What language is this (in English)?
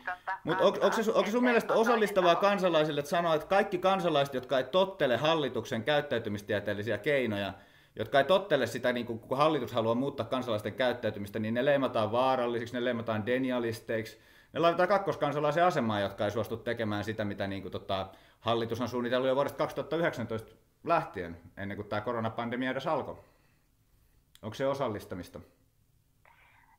Finnish